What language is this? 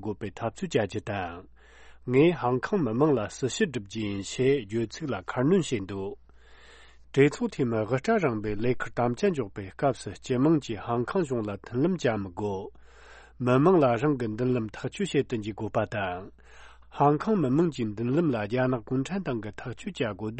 Tibetan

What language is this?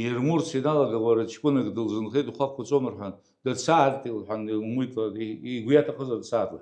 Abkhazian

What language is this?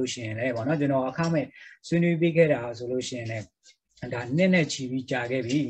Burmese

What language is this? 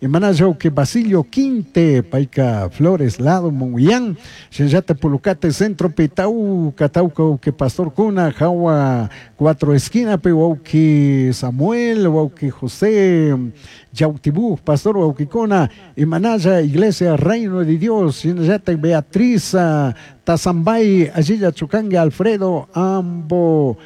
Chimborazo Highland Quichua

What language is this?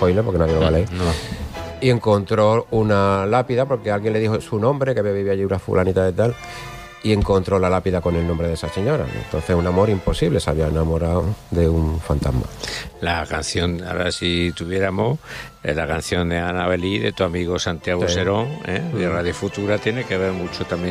Spanish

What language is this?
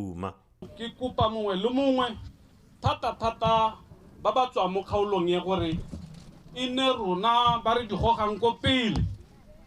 Tswana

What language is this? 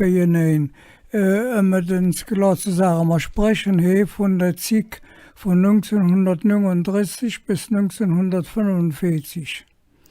Colognian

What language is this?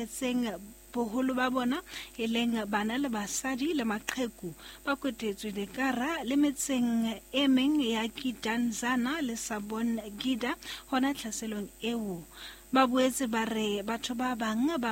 Southern Sotho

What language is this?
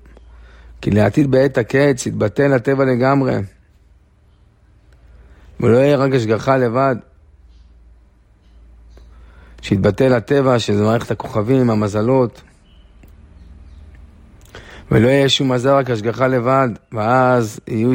Hebrew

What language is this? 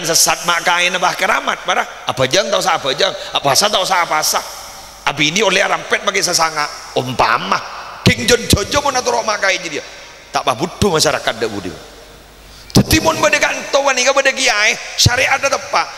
Madurese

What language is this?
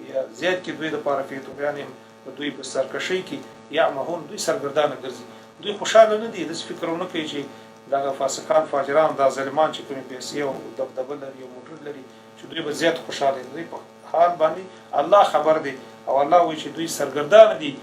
Pashto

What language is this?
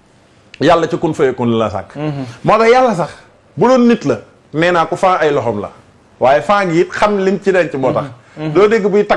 Wolof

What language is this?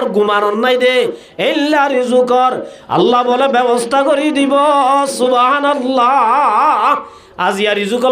Rohingya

